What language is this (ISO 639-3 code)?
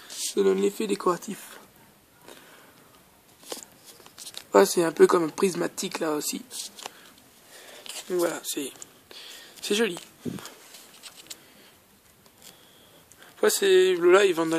fra